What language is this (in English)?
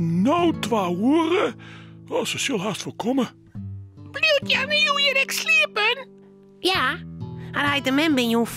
Western Frisian